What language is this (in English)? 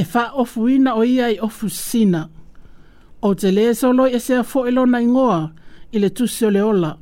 Samoan